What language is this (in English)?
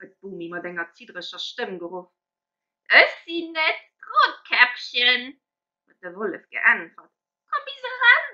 Luxembourgish